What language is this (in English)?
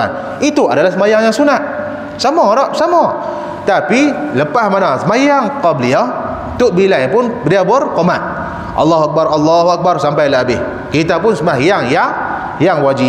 Malay